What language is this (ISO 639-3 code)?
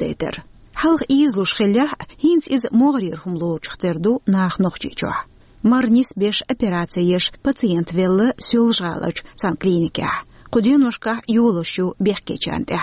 che